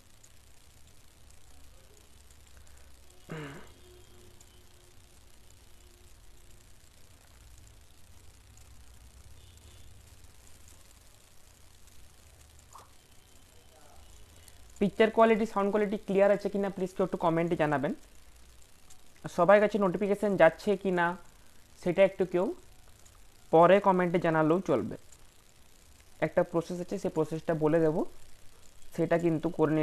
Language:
Bangla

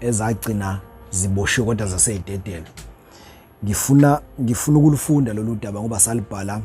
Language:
Zulu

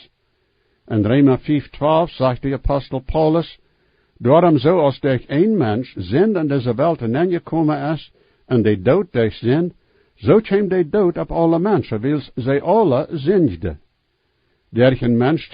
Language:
Plautdietsch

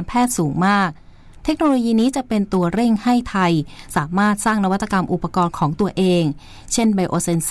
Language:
Thai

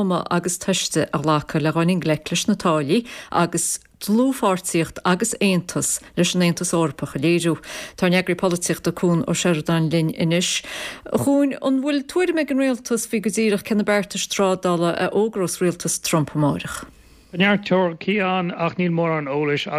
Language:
Irish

